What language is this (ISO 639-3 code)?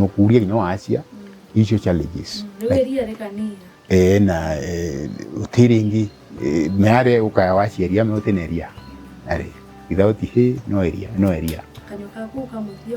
mer